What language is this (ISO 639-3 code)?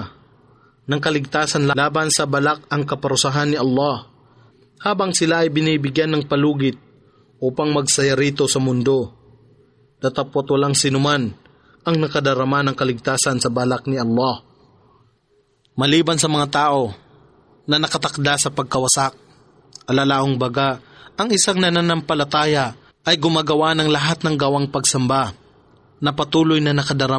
fil